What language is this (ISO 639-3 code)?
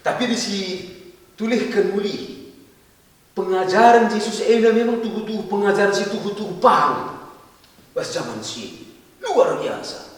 btx